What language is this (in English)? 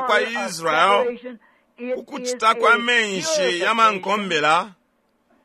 Bemba